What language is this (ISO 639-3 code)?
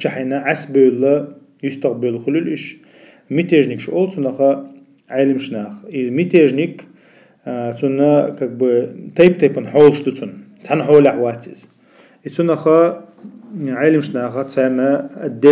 che